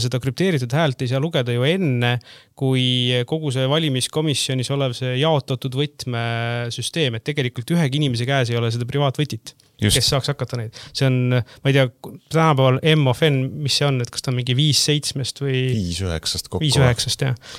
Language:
Estonian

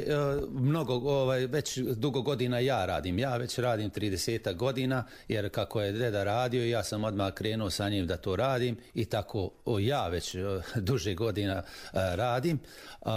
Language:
Serbian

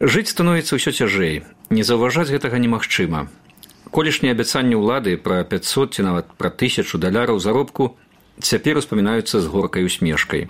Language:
Belarusian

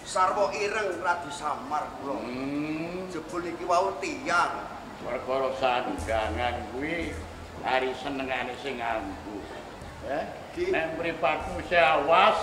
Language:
Javanese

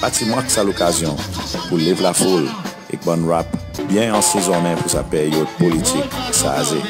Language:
Seselwa Creole French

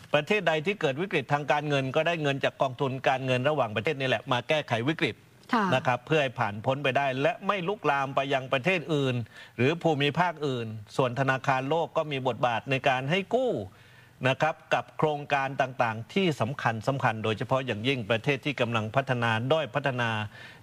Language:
Thai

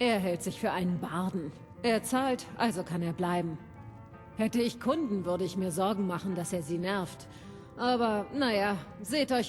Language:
Bavarian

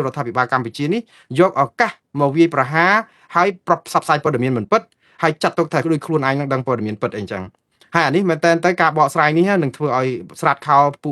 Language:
Khmer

